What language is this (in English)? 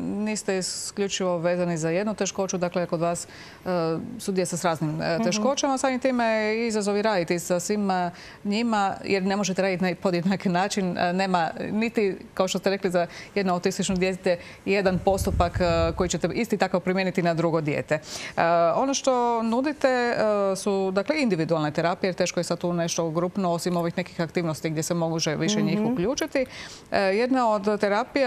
Croatian